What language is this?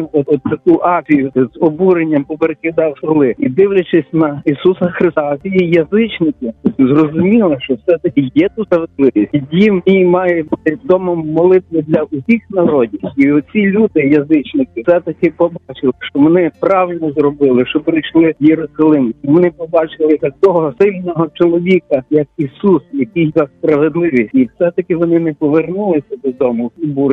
Ukrainian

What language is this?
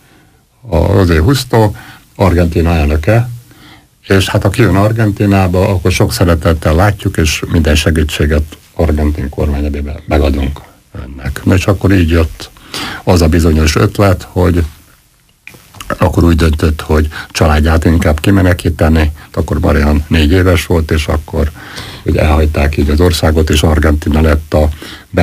Hungarian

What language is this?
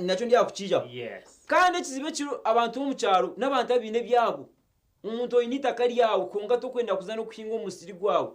Nyankole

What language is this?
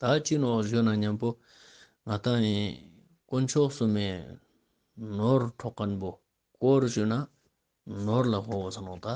Ladakhi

